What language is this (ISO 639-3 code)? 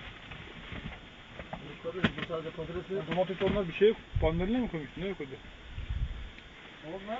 tur